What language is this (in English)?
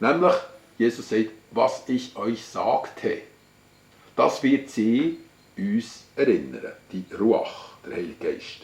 Swiss German